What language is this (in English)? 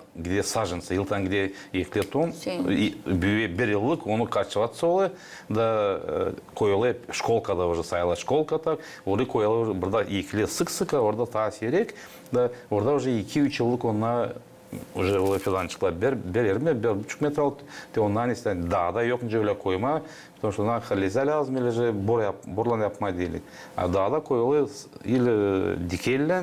Gagauz